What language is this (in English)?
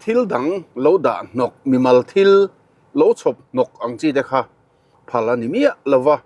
Mizo